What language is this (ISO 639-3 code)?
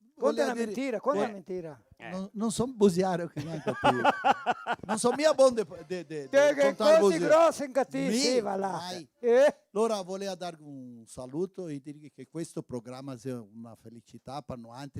vec